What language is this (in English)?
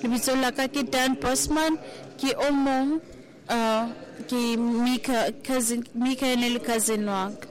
Southern Sotho